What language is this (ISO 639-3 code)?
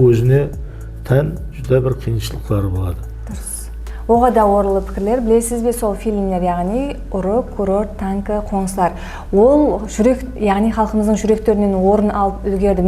kaa